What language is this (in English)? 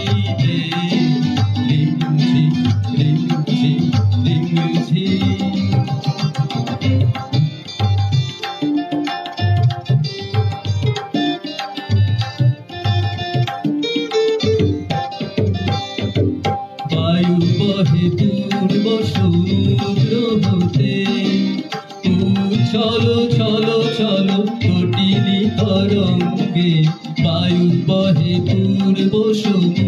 Bangla